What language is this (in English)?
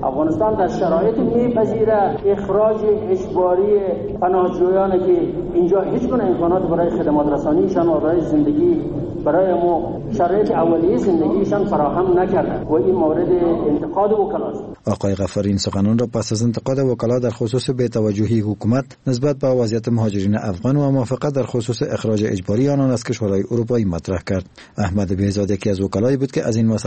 Persian